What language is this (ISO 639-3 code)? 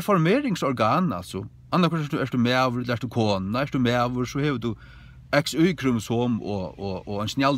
fao